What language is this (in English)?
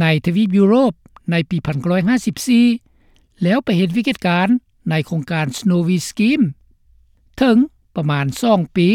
Lao